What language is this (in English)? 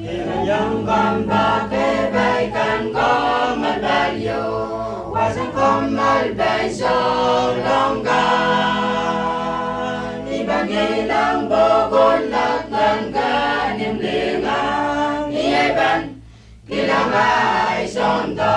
Pohnpeian